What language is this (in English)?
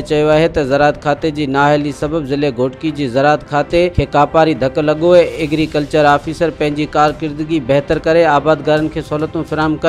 Sindhi